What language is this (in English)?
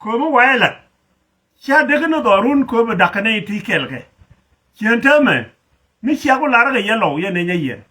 Nuer